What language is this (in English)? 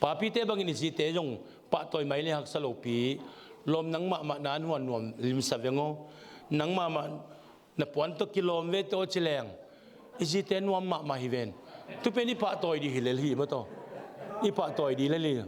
Tedim Chin